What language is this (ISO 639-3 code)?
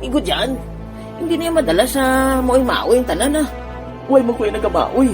hil